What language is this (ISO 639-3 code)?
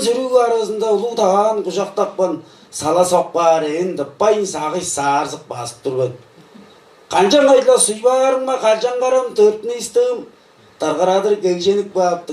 tyv